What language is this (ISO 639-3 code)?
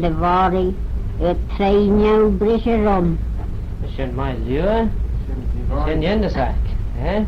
glv